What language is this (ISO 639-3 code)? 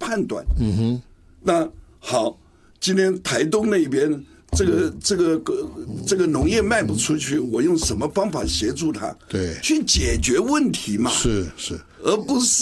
zho